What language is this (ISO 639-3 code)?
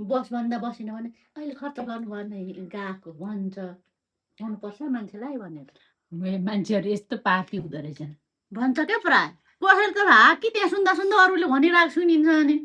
nep